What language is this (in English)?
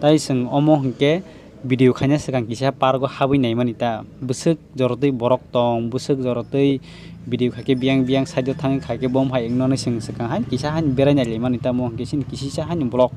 Kok Borok